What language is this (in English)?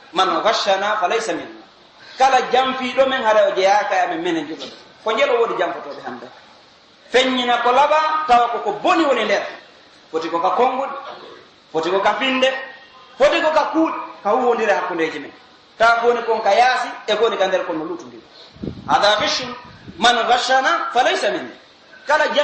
Pular